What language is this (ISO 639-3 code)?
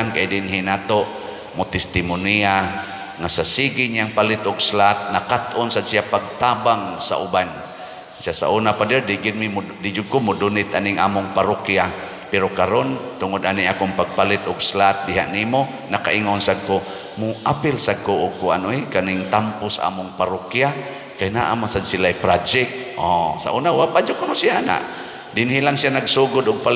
ceb